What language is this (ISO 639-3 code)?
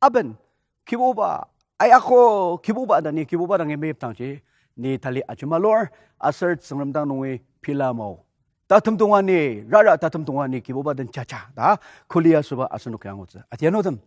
njo